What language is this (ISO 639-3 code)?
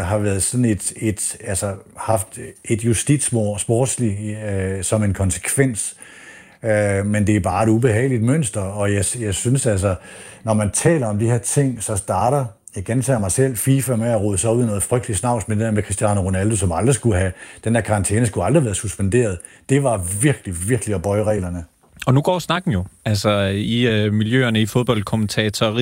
dan